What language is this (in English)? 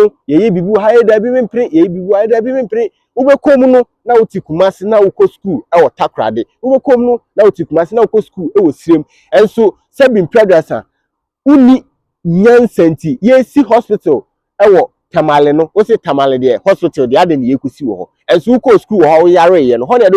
Akan